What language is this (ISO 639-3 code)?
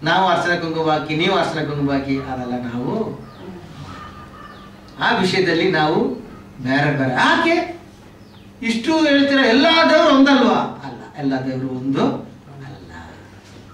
kan